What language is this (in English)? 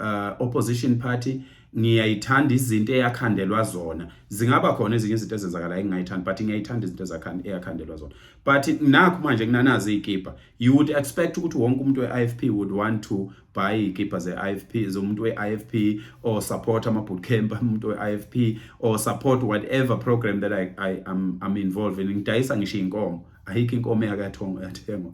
Zulu